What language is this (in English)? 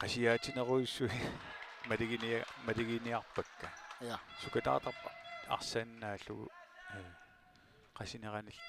Kalaallisut